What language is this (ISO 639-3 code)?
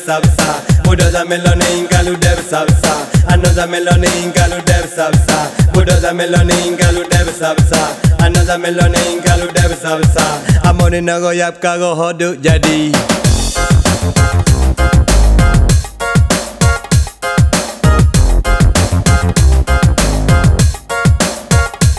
msa